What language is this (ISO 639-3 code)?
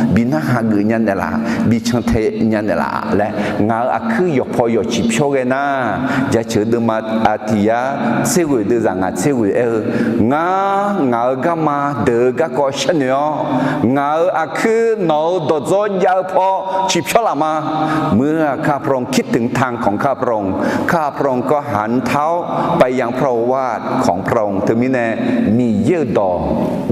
ahk